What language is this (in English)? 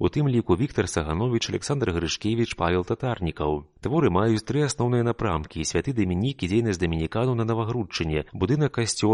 Belarusian